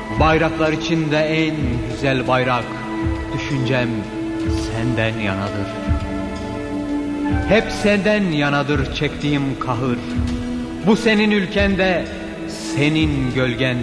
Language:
Turkish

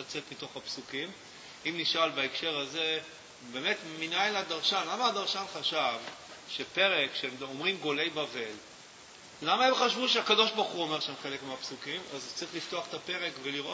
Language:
Hebrew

